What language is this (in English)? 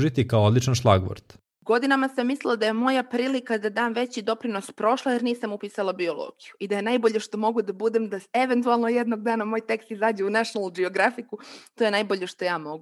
Serbian